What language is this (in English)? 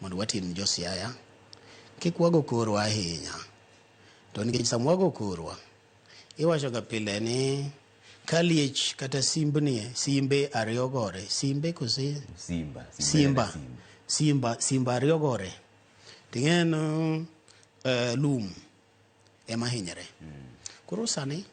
Luo (Kenya and Tanzania)